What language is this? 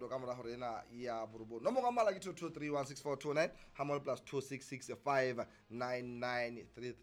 Southern Sotho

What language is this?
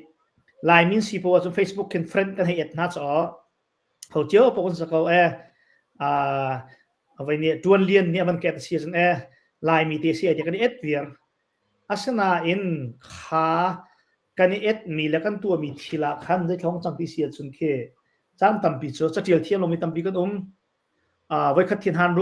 Hakha Chin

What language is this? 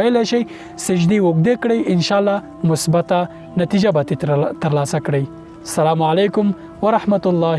Pashto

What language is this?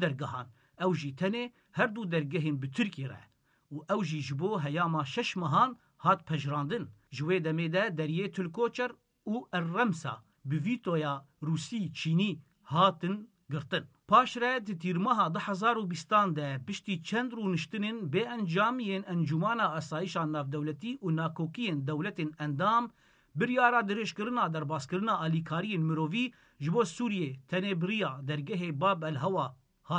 Kurdish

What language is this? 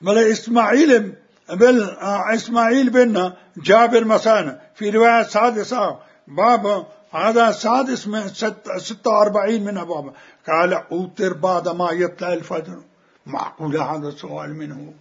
Mesopotamian Arabic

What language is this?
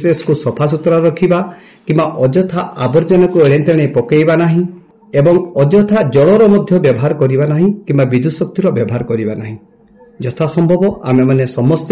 Odia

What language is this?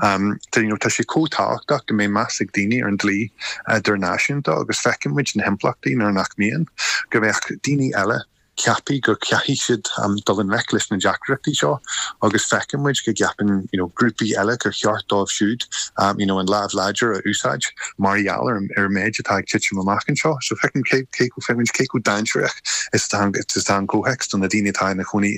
Irish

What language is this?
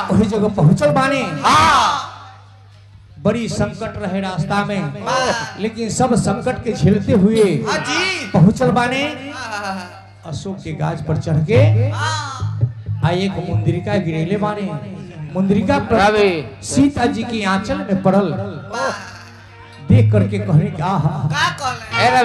Bhojpuri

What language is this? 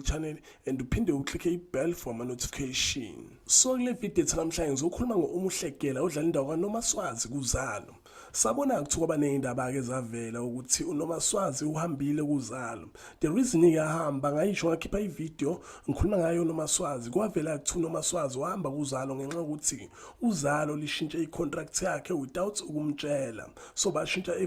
Zulu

